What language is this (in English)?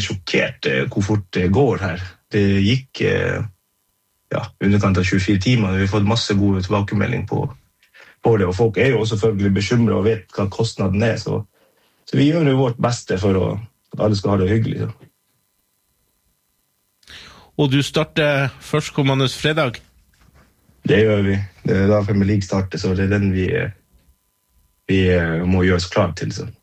Norwegian